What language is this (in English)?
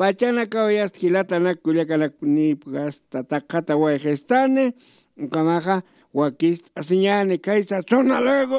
Aymara